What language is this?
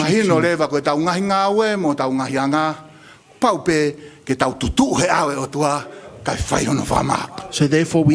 Tongan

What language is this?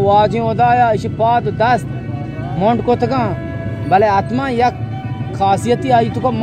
Baluchi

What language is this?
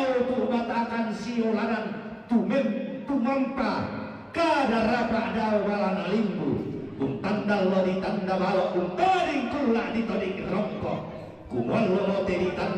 Toraja-Sa'dan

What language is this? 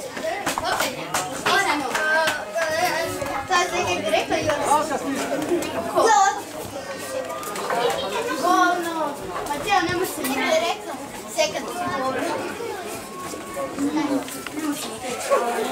Croatian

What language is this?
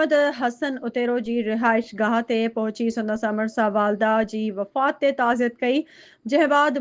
Sindhi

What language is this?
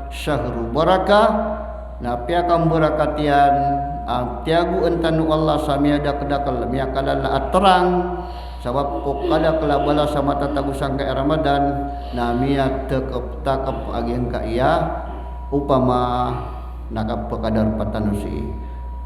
Maranao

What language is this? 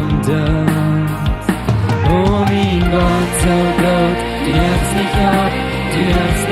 Plautdietsch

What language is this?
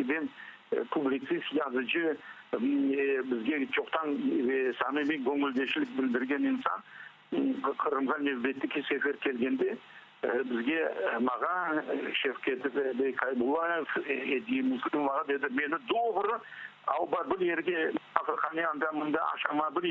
Crimean Tatar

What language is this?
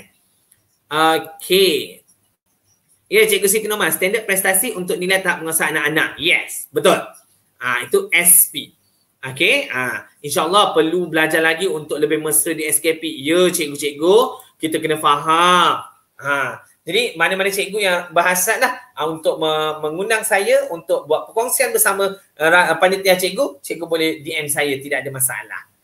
Malay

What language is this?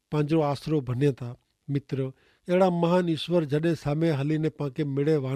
Kachhi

